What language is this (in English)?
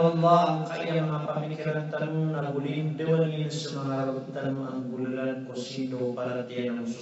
Maranao